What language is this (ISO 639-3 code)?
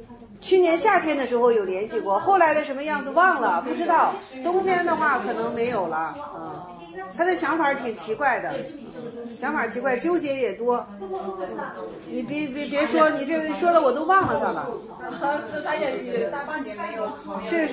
zho